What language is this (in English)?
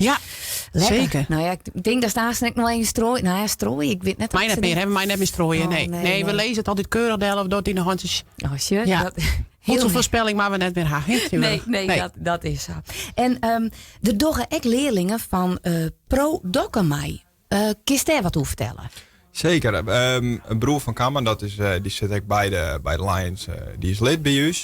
Western Frisian